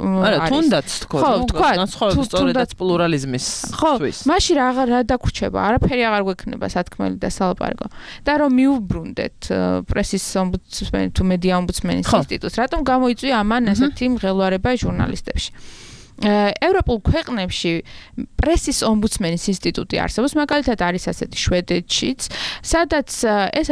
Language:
Georgian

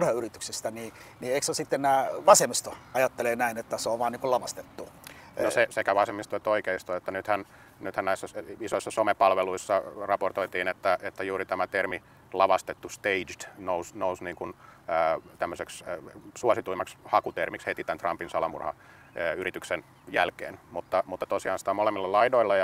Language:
Finnish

